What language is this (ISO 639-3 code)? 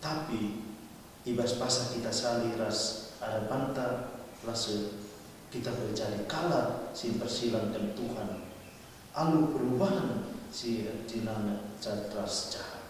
btx